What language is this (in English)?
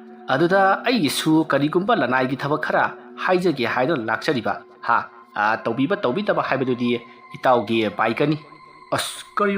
Manipuri